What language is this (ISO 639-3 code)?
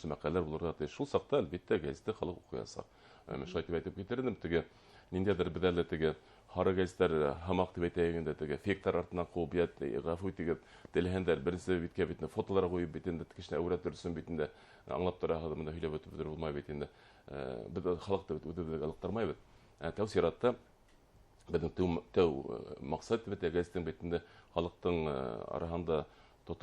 bak